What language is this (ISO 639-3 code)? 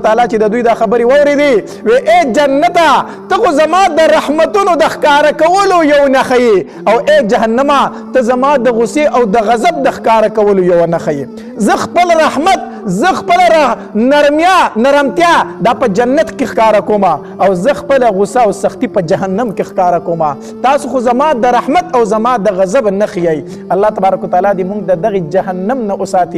pus